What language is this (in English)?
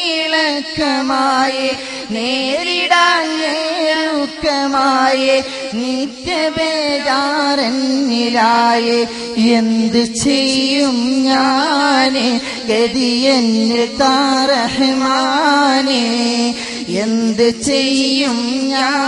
Malayalam